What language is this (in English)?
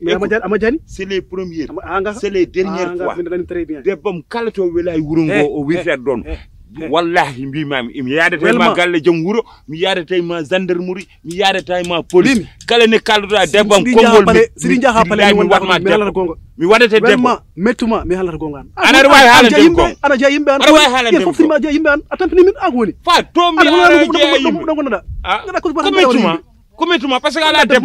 Fula